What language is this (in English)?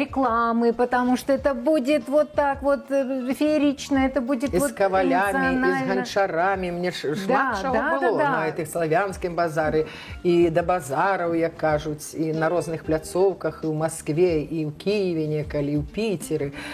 Belarusian